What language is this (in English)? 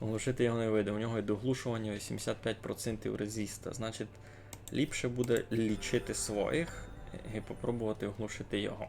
Rusyn